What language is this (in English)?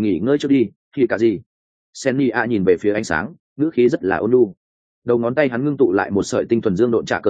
Vietnamese